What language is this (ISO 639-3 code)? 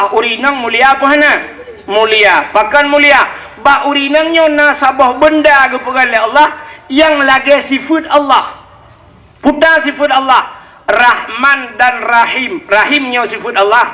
ace